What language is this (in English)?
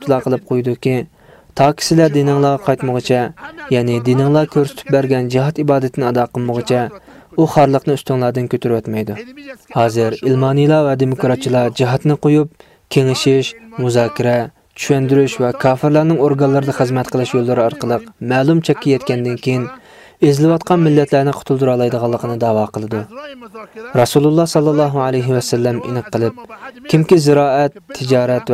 Uyghur